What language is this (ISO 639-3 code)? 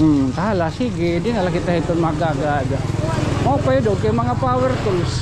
war